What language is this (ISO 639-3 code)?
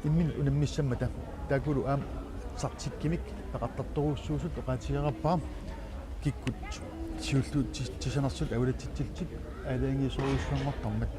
kal